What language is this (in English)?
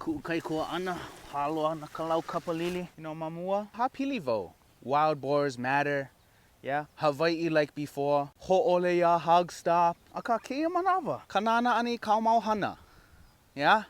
Hawaiian